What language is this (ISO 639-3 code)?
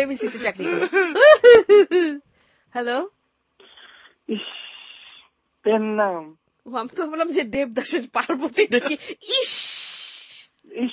ben